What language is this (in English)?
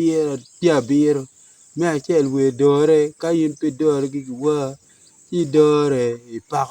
Acoli